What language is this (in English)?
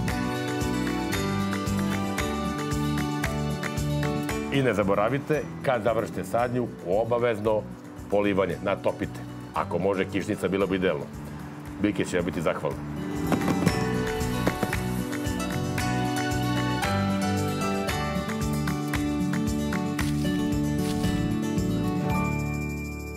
Serbian